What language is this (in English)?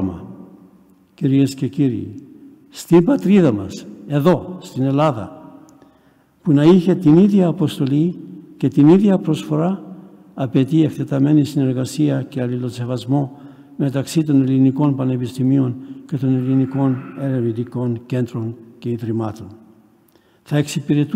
Greek